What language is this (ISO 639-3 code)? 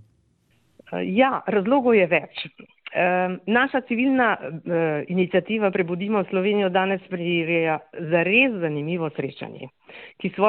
slv